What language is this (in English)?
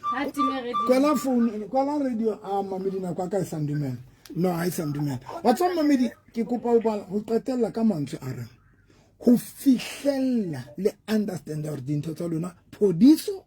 Southern Sotho